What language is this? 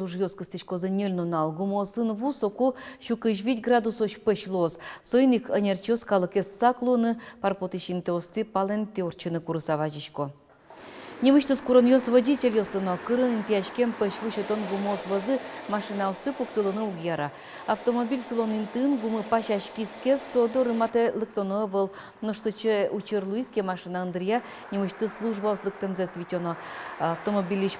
Udmurt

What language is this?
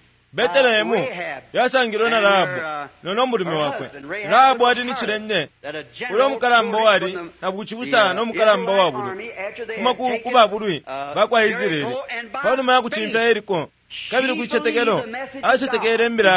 Bemba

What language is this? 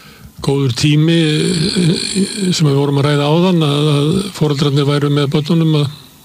Icelandic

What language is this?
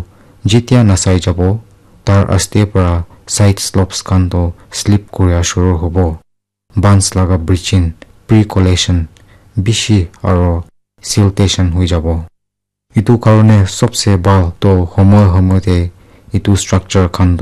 Naga Pidgin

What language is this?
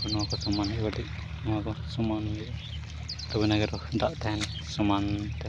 Santali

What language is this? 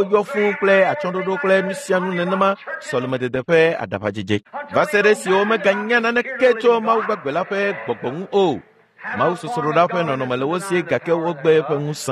Ewe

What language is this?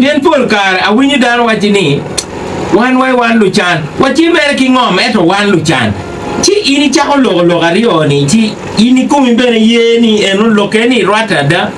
Acoli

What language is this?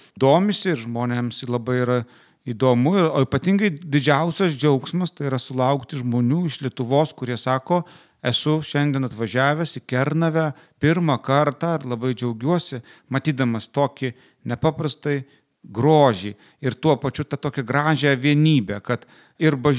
Lithuanian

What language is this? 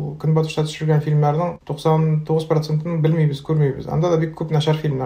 Tatar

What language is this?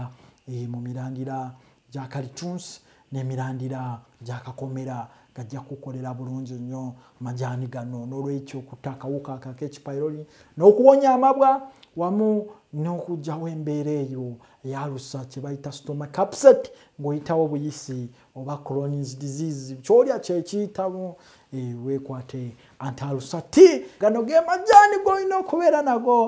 Ganda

